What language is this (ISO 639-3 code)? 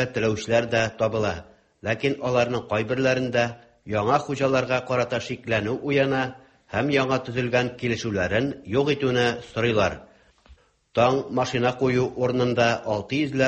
tat